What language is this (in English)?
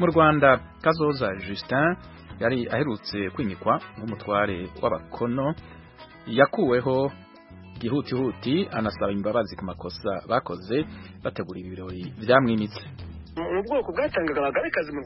Kinyarwanda